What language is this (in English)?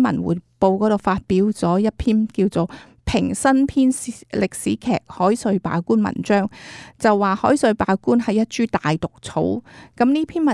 Cantonese